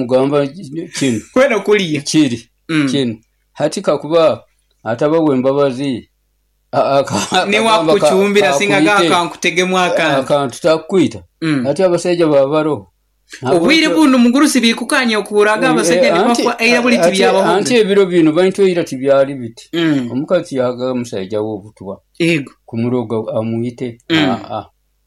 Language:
Nyoro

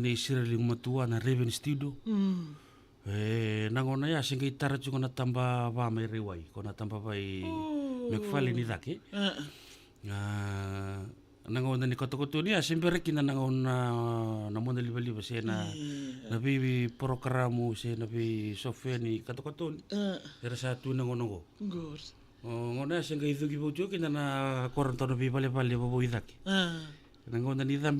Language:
Fijian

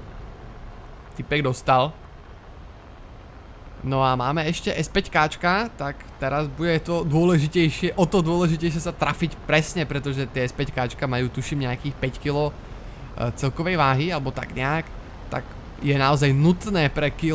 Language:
Slovak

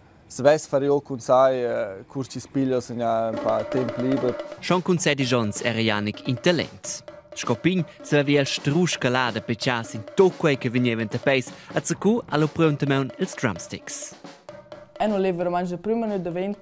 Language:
Romansh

